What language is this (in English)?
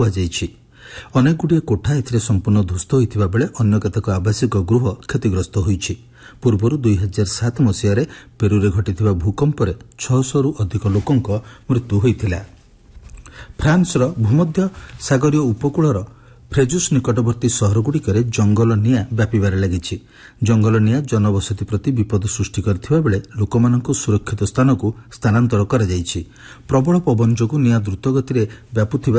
Odia